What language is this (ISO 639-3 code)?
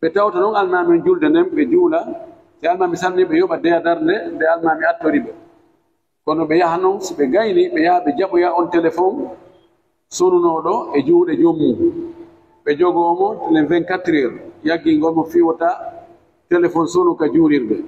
ful